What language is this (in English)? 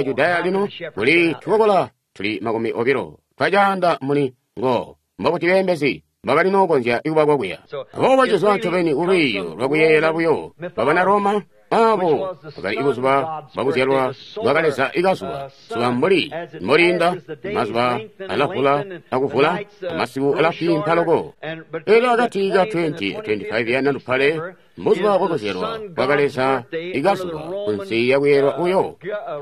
Tonga (Zambia)